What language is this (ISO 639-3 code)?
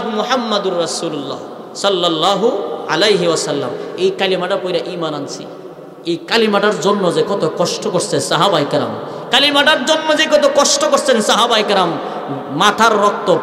ben